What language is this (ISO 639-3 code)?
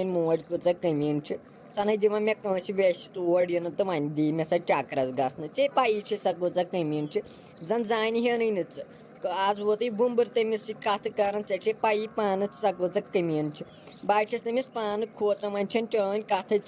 kas